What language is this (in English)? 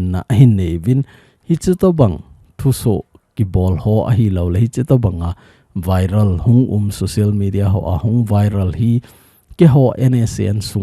Thado Chin